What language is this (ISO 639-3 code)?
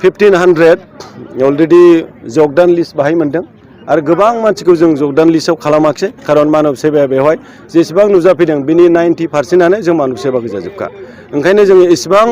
brx